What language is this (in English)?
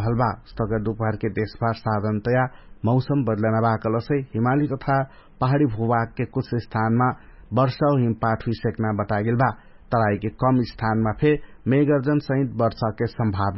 Dangaura Tharu